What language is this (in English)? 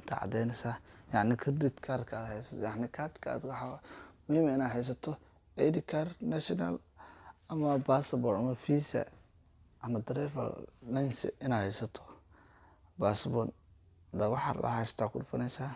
Somali